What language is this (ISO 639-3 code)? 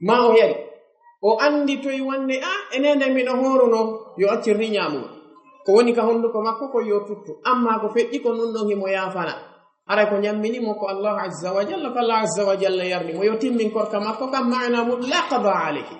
ful